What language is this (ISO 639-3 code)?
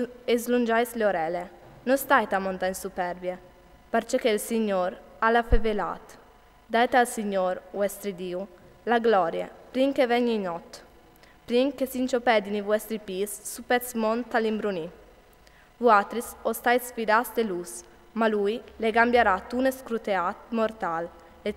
fur